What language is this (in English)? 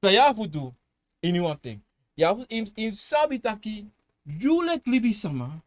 Sranan Tongo